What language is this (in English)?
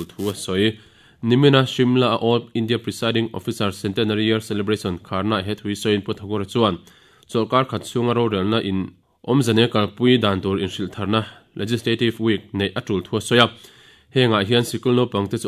Mizo